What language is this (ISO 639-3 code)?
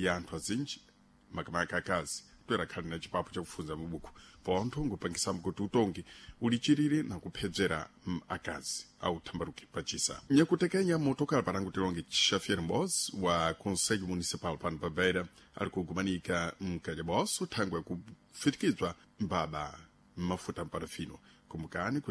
seh